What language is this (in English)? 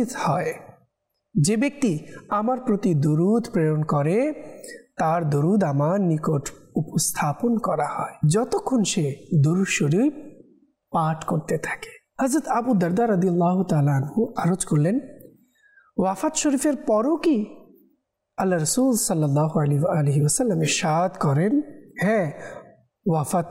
Bangla